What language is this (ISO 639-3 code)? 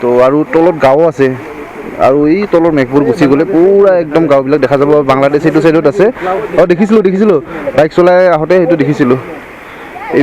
asm